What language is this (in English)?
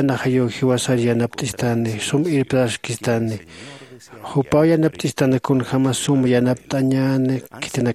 Aymara